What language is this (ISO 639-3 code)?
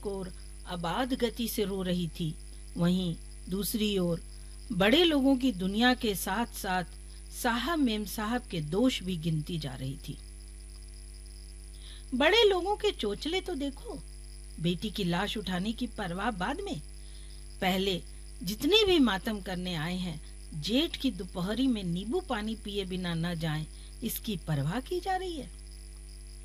hin